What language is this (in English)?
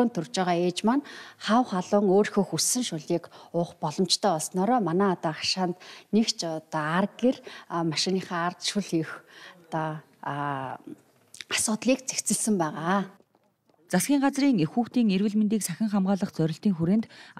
Mongolian